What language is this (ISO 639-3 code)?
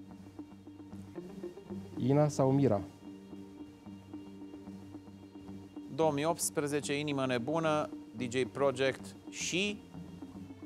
ron